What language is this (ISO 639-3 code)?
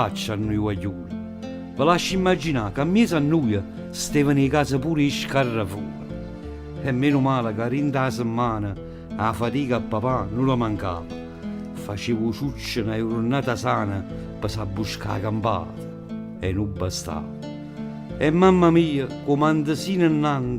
nap